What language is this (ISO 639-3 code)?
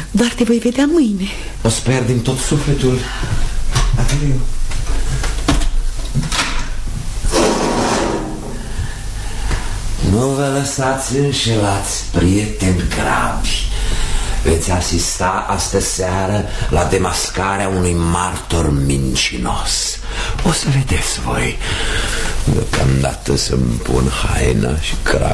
ron